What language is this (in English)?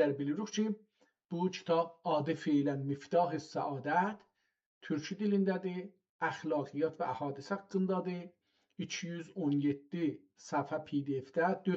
South Azerbaijani